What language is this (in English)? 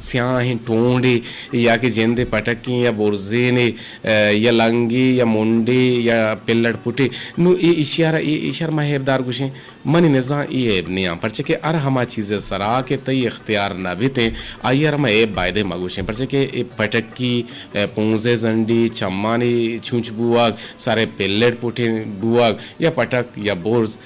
Eastern Balochi